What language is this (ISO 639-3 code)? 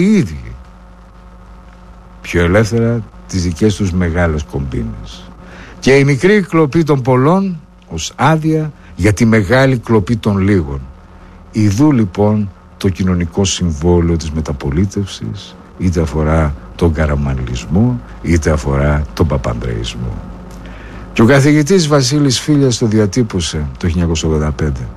ell